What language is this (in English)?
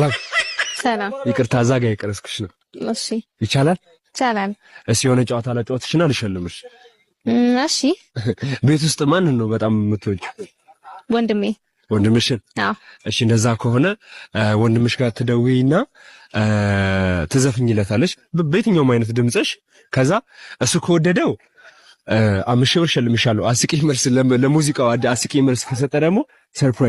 Amharic